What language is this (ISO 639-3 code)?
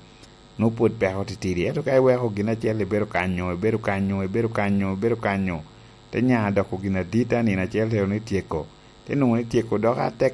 laj